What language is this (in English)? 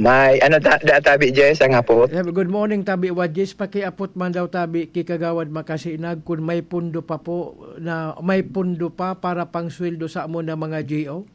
Bikol